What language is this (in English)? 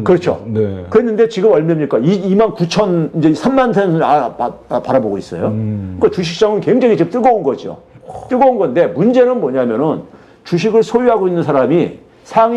Korean